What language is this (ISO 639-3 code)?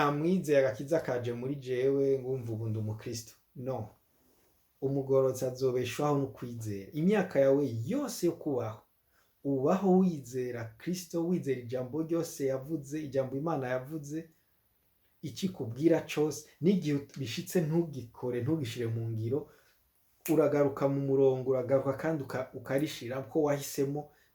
run